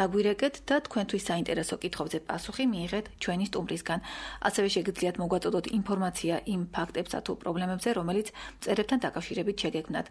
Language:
Georgian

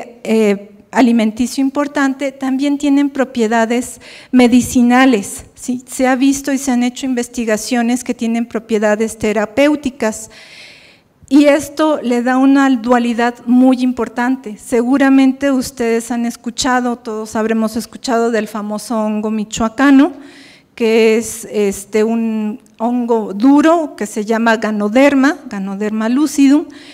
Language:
Spanish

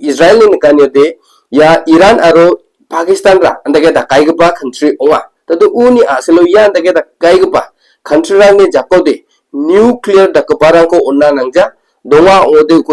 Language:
Garo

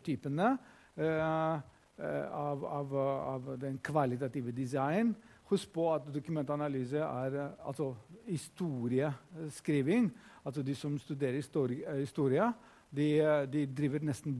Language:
Norwegian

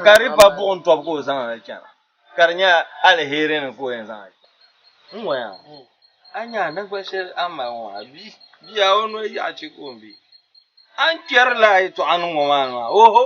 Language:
Dagbani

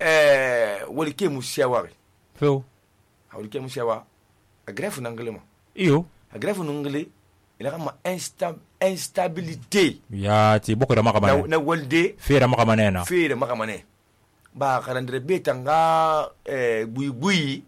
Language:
Susu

